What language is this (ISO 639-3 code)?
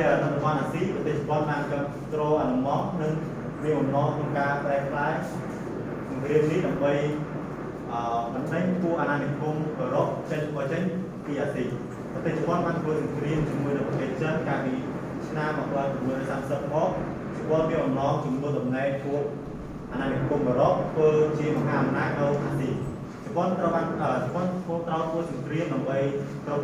khm